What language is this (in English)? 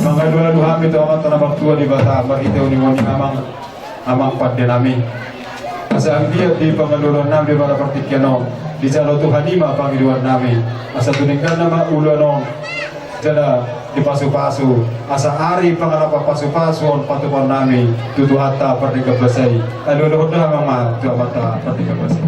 Batak Toba